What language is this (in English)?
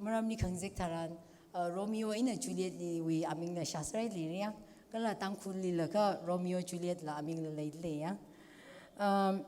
Tangkhul Naga (India)